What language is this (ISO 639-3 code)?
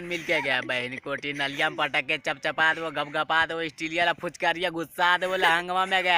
mag